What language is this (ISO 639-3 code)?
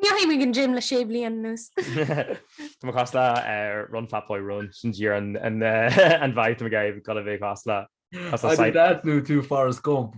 gle